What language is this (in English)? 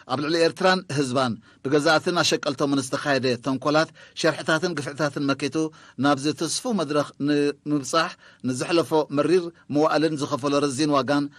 Tigrinya